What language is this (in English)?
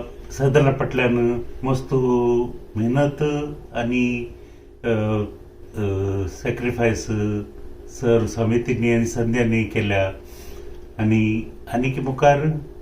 Konkani